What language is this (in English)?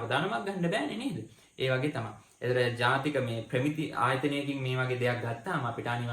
Sinhala